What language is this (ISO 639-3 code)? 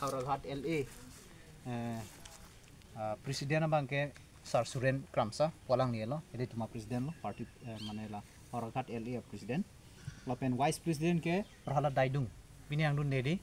mjw